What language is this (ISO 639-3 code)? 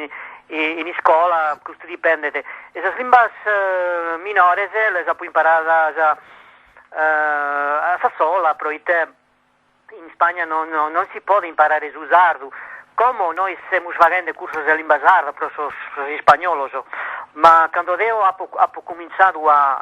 srd